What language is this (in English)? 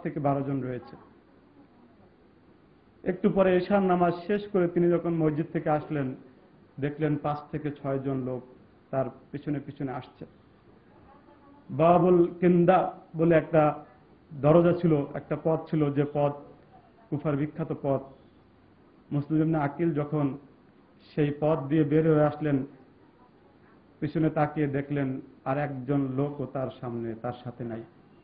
Bangla